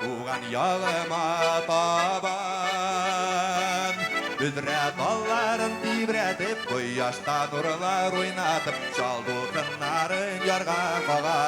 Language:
Bashkir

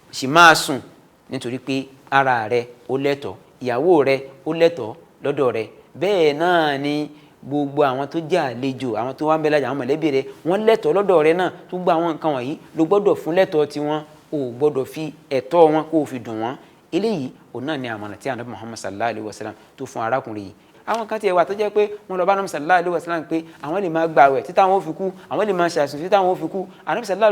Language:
Yoruba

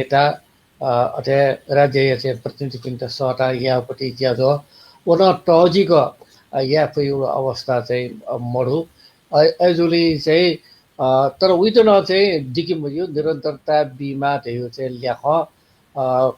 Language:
Newari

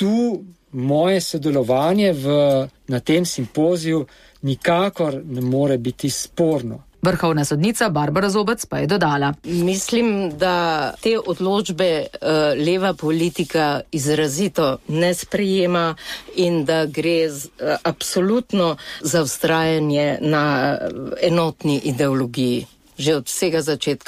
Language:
Slovenian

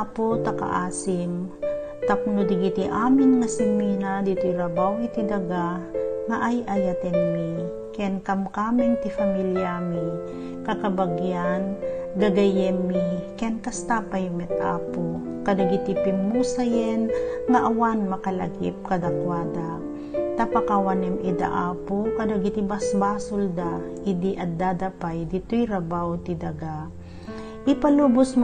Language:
Iloko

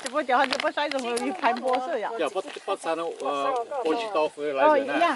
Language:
Hmong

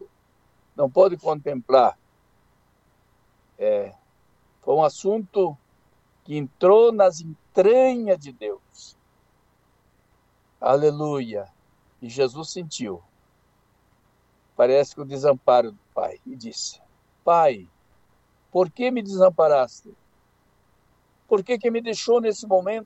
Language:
Portuguese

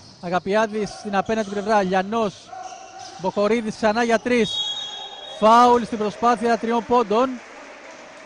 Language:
Greek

